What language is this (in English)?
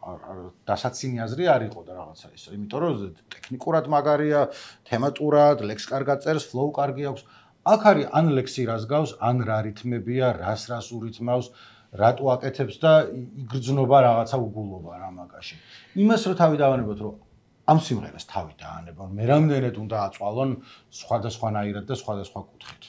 Georgian